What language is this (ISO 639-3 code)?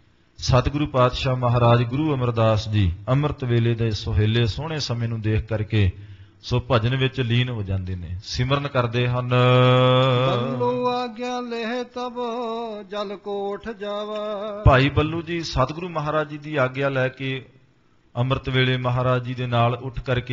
pan